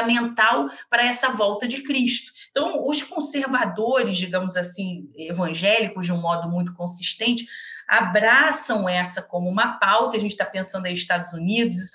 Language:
Portuguese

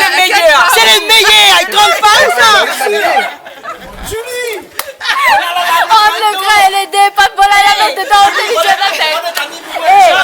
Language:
Réunion Creole French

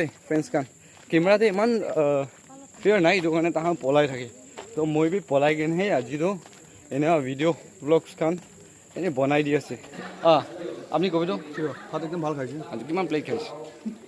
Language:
Naga Pidgin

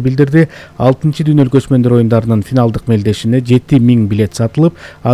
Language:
Kyrgyz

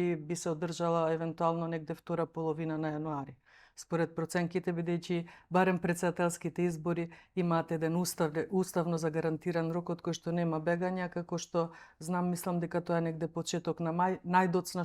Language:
Macedonian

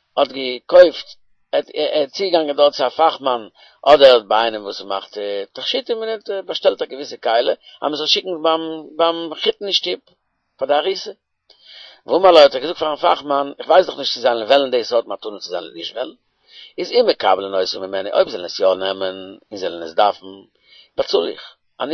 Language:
Yiddish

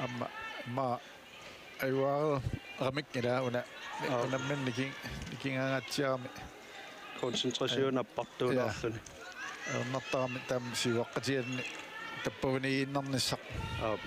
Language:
Kalaallisut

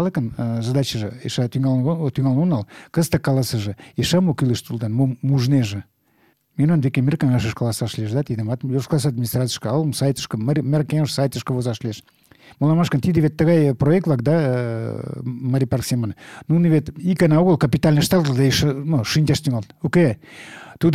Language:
Mari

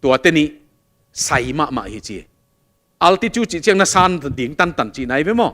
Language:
Tedim Chin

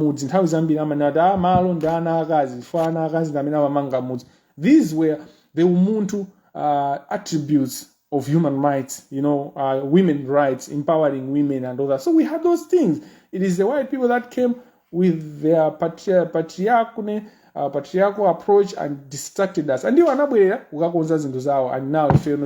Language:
Nyanja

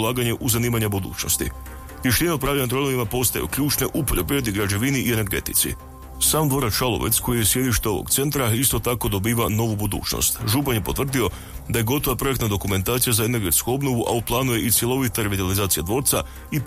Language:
Croatian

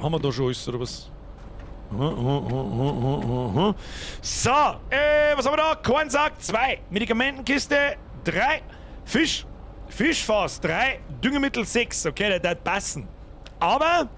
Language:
Bavarian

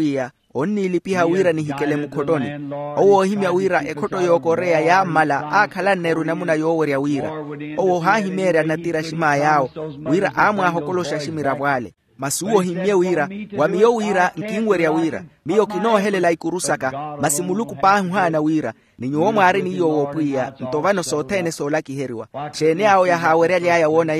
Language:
Makhuwa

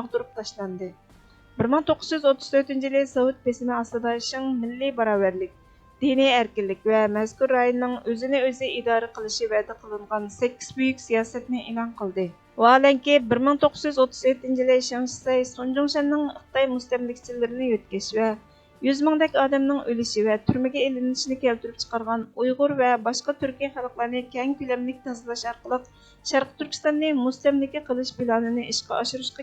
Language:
Uyghur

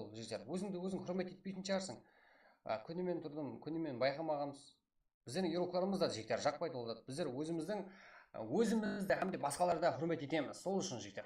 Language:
Kara-Kalpak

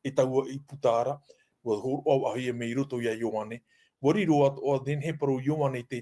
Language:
Tahitian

